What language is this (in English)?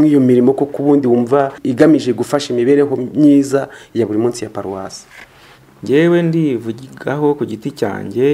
Kinyarwanda